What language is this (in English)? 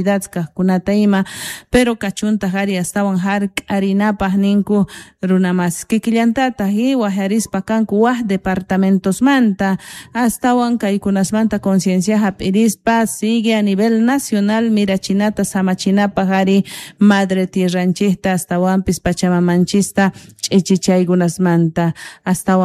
South Bolivian Quechua